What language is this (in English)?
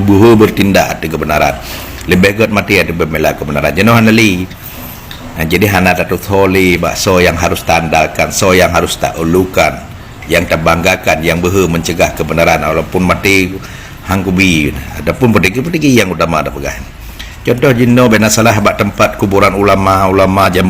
Achinese